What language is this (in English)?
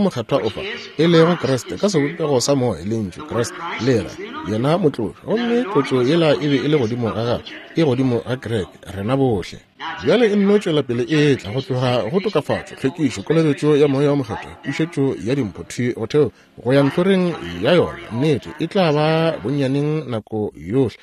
Northern Sotho